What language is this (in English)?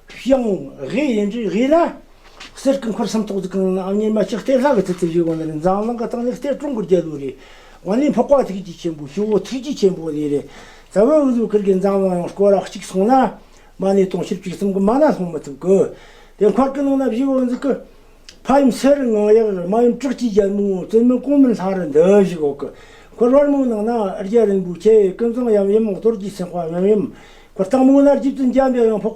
Tibetan